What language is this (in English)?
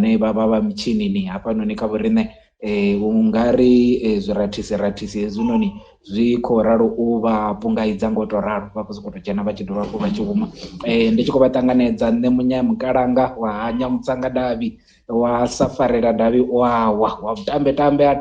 Venda